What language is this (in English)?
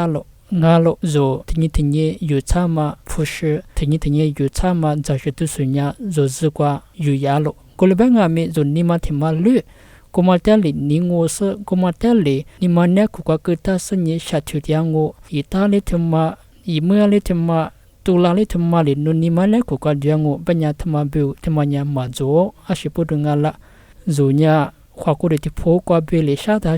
Lisu